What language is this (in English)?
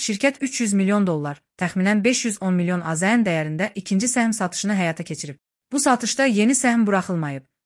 Azerbaijani